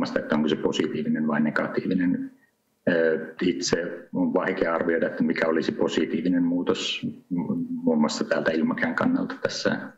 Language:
Finnish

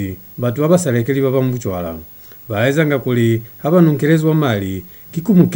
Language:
Lozi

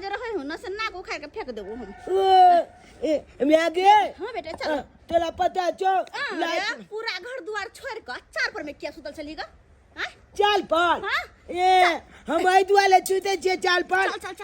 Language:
Maithili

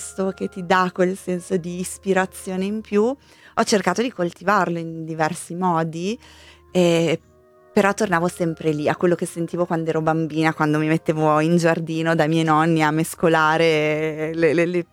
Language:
Italian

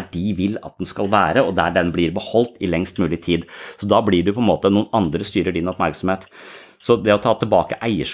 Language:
Norwegian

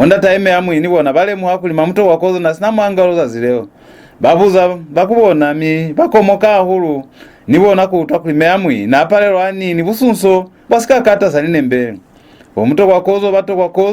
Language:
Lozi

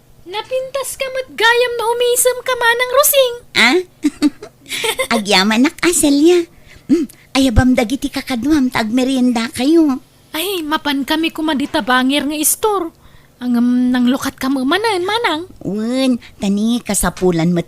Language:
Iloko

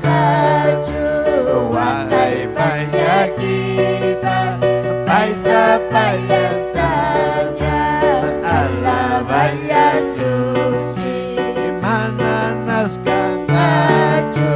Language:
Ayacucho Quechua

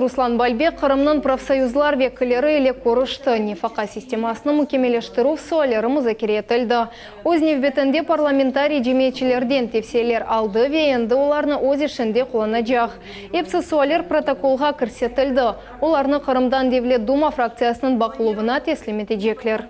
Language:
Crimean Tatar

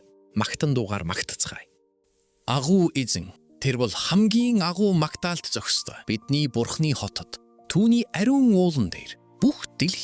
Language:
Mongolian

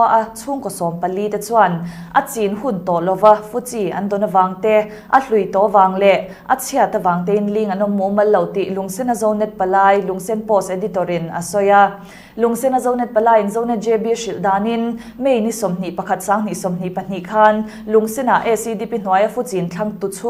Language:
Mizo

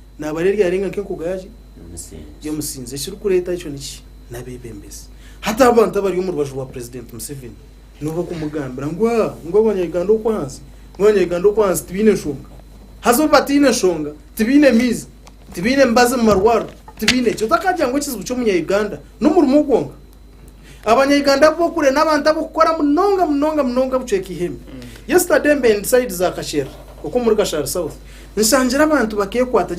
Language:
Nyankole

